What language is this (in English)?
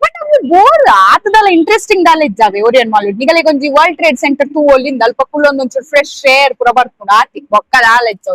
Tulu